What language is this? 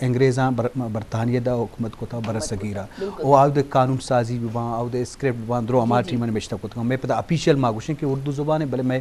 Eastern Balochi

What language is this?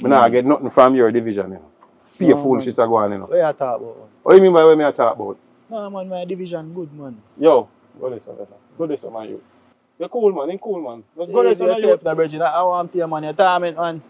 Jamaican Creole English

